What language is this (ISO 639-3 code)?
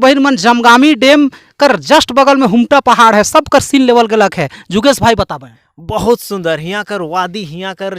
sck